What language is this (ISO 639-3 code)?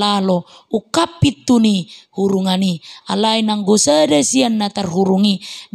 bbc